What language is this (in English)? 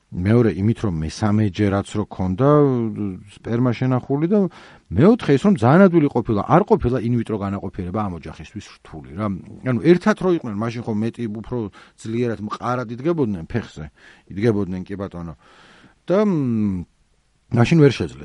Georgian